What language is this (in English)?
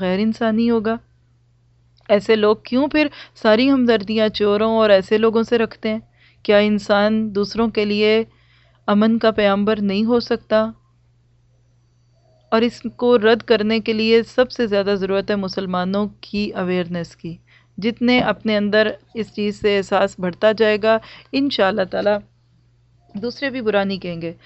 Urdu